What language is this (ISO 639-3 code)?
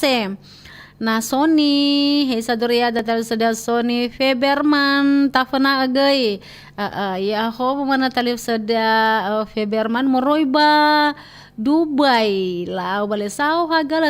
nia